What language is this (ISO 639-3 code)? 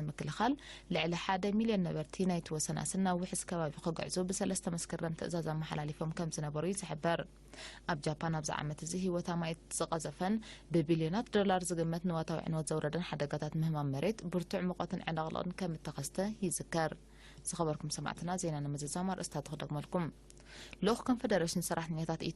tir